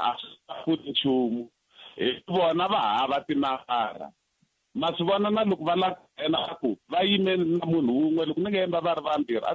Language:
Tsonga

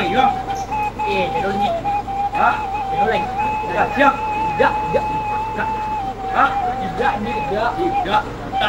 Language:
Minangkabau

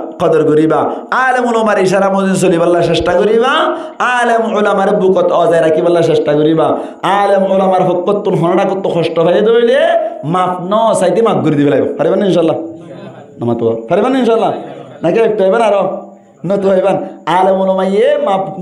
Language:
Rohingya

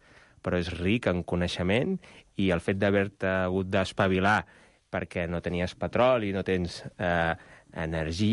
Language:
Catalan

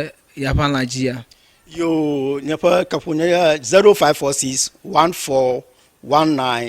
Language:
Ewe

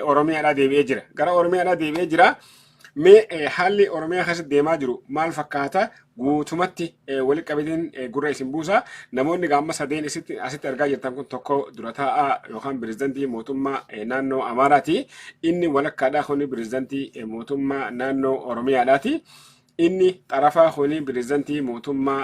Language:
Oromo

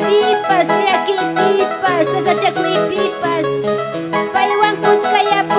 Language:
Ayacucho Quechua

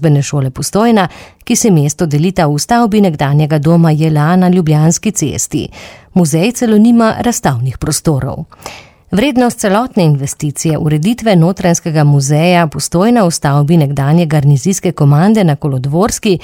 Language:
Slovenian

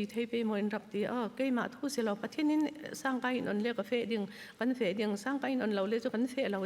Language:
Falam Chin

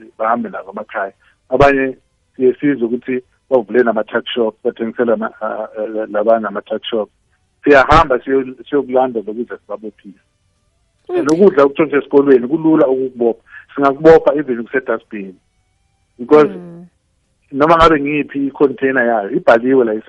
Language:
South Ndebele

